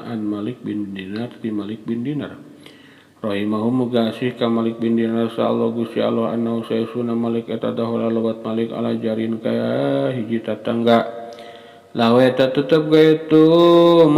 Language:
Sundanese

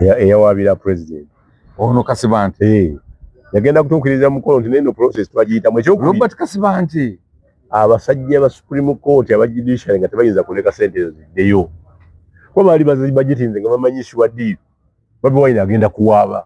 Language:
Ganda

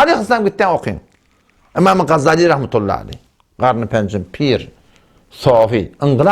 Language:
Turkmen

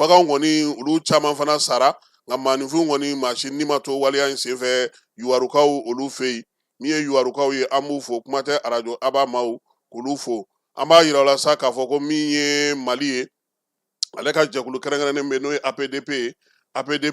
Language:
Bambara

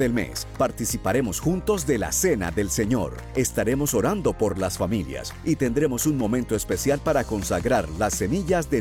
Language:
Spanish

